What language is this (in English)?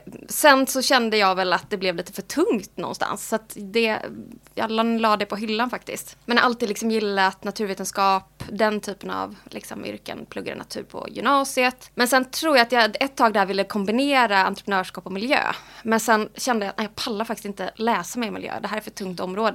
Swedish